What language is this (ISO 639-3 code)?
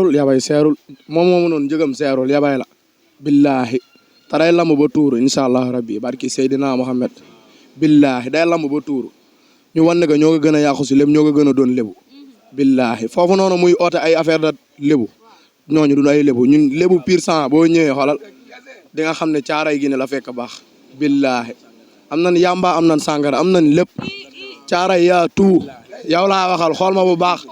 wol